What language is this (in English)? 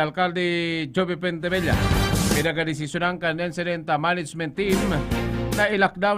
Bikol